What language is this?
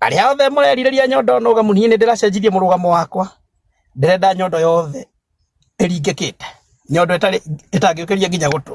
Kikuyu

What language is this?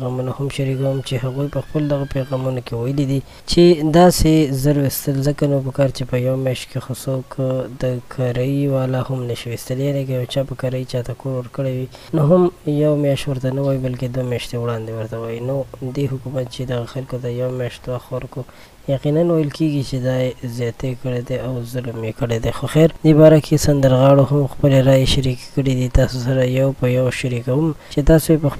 Pashto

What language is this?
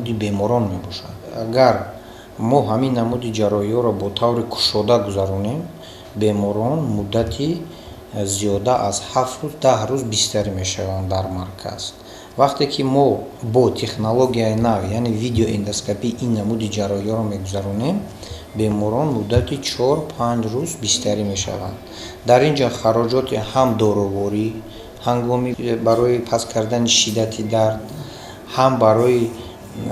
Tajik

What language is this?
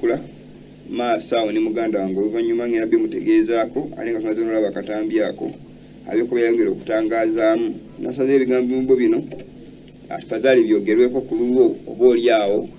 Ganda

